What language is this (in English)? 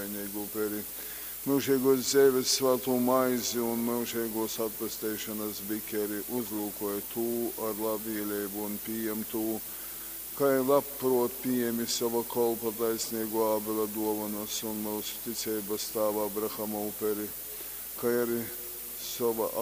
Latgalian